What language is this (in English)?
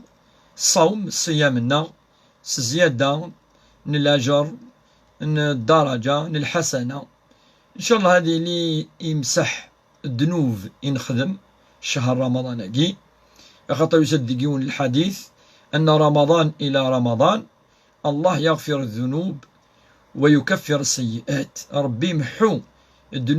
Kabyle